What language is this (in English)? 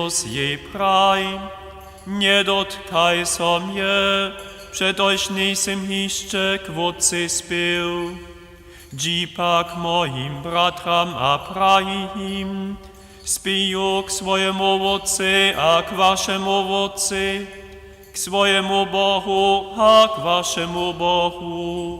Upper Sorbian